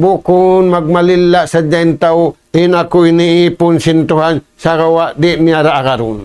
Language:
Tausug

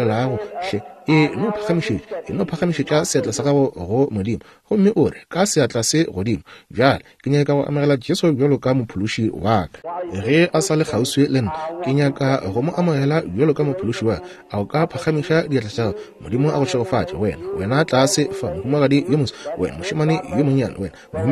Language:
Northern Sotho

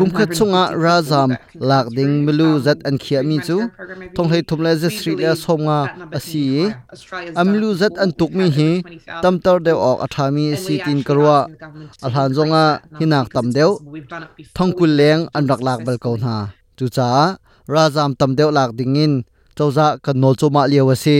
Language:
Hakha Chin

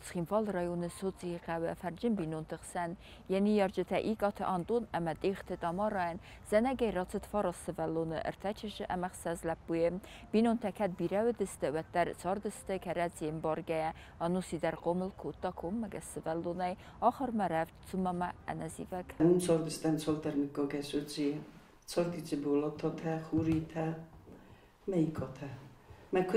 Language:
Ossetic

